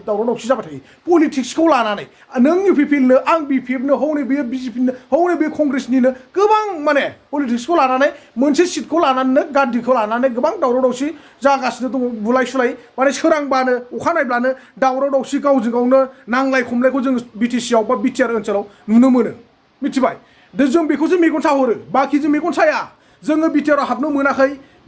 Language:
Bodo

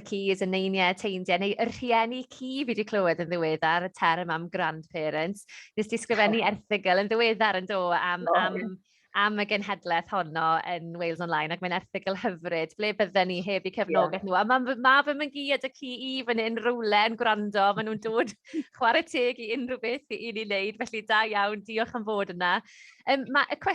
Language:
Welsh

